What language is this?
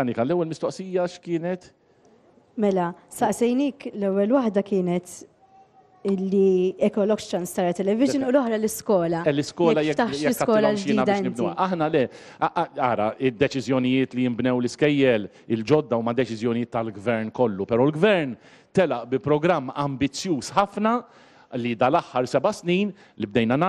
Maltese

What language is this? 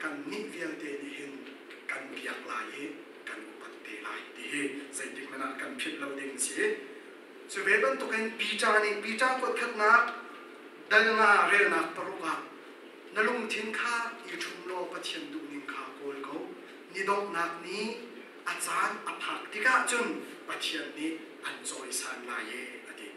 Hakha Chin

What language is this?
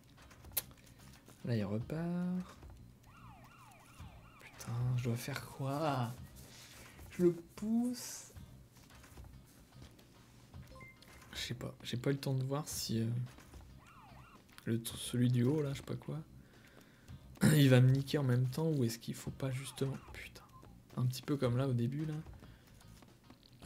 French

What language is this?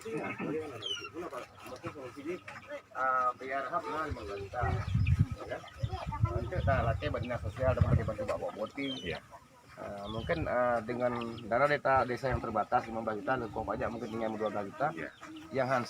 Achinese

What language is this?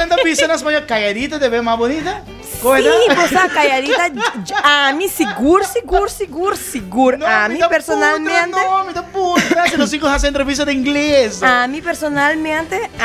Papiamento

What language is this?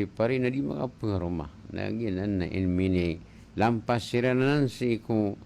Maranao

